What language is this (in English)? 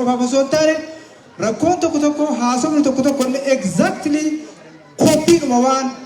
Oromo